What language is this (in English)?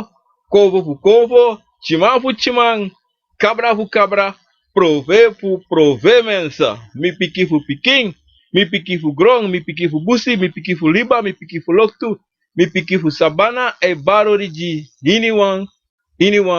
Sranan Tongo